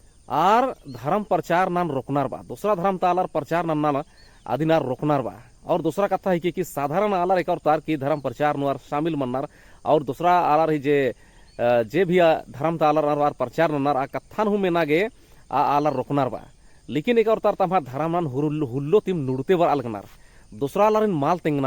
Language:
Kurukh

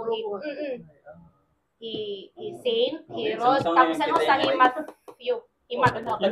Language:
Waray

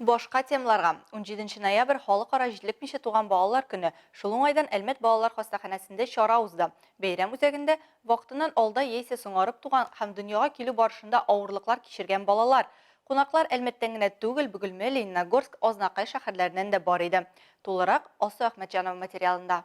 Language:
Tatar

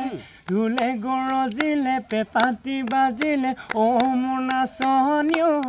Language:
Assamese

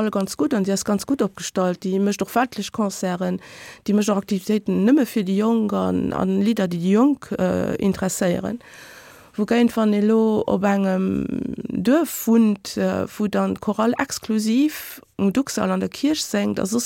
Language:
Luxembourgish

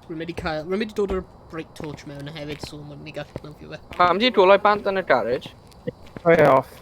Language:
Welsh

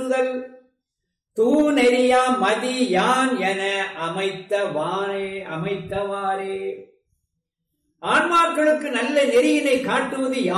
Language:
Tamil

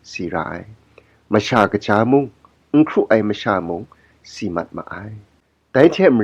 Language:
Kachin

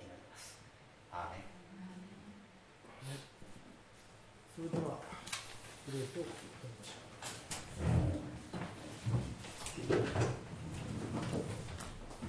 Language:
Japanese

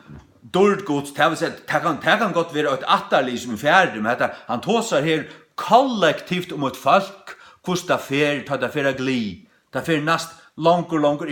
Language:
Faroese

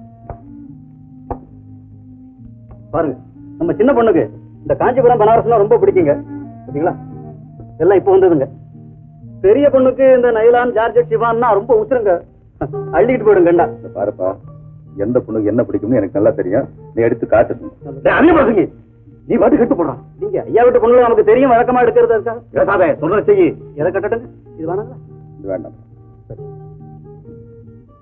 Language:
Tamil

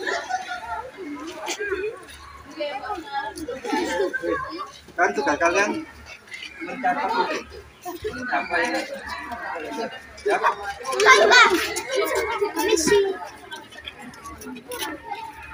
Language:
Indonesian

